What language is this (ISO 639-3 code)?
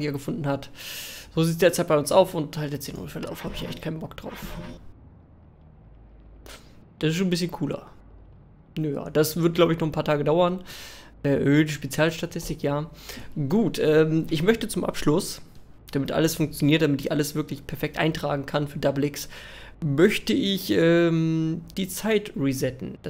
deu